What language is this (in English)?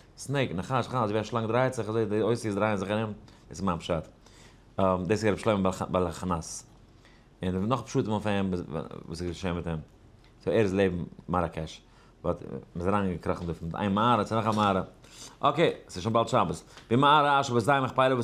Yiddish